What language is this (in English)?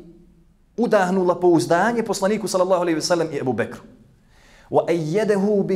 Bosnian